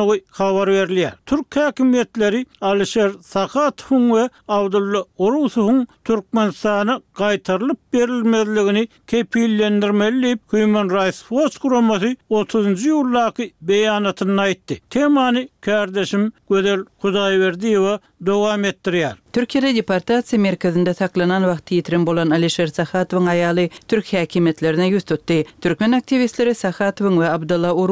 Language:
Turkmen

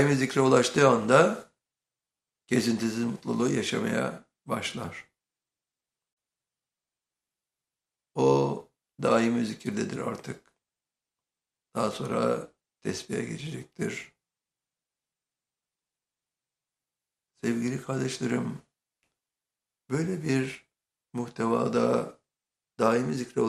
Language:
Turkish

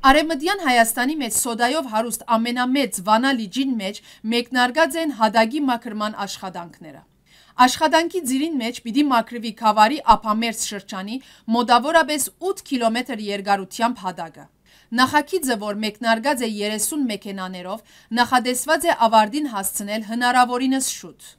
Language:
Western Armenian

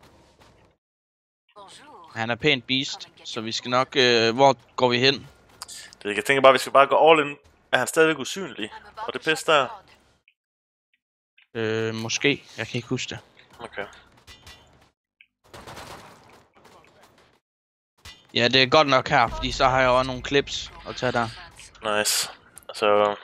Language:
Danish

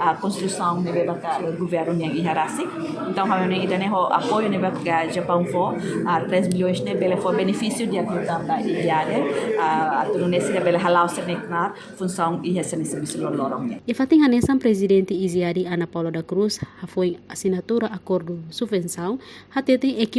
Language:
Tetum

